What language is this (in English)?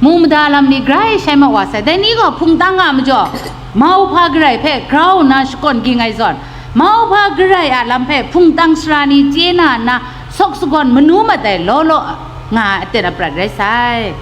Kachin